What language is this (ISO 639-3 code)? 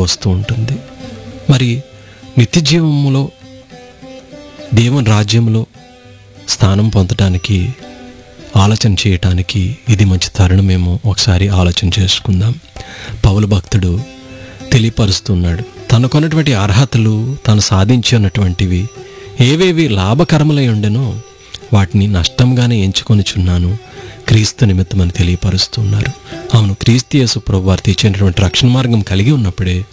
tel